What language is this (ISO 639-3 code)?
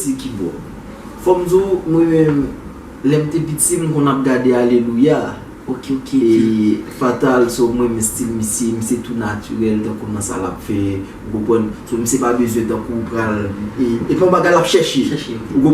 hat